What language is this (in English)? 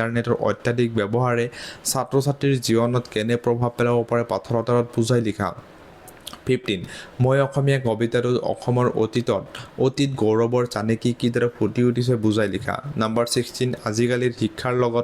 Assamese